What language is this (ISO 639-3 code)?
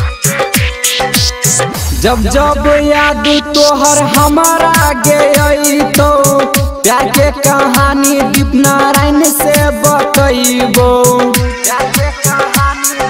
bho